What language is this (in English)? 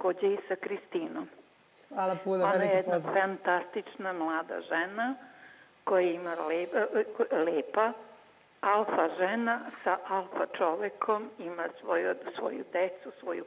Serbian